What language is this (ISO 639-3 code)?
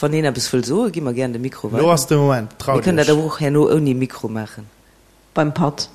ltz